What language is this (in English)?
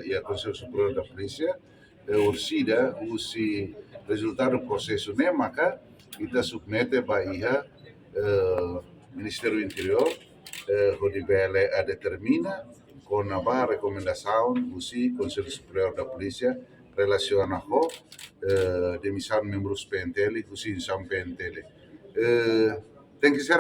Tetum